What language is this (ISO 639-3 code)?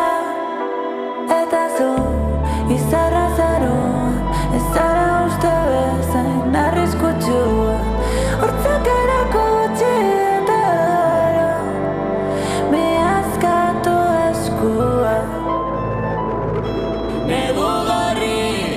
eus